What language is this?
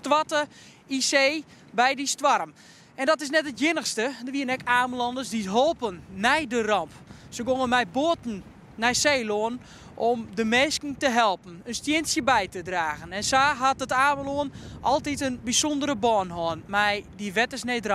Western Frisian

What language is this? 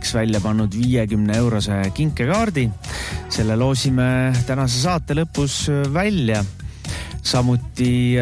Estonian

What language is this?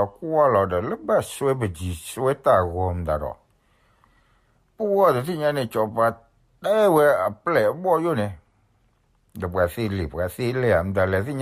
S'gaw Karen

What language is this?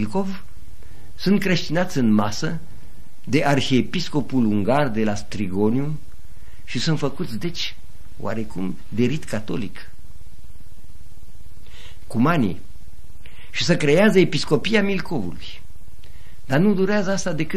Romanian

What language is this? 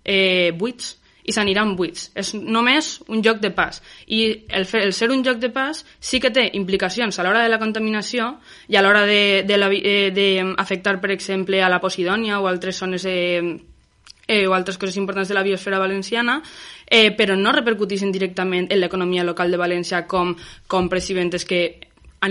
Catalan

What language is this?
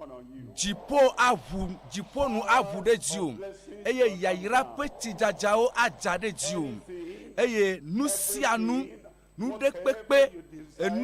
Ewe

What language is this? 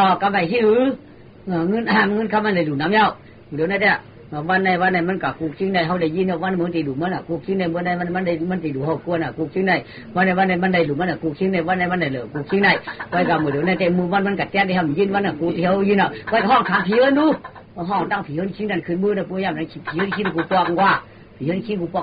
Shan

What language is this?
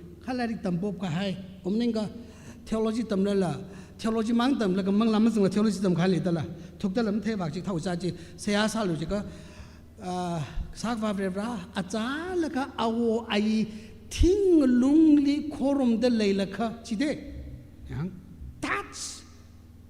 Tangkhul Naga (India)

